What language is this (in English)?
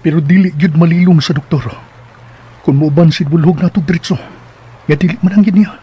Cebuano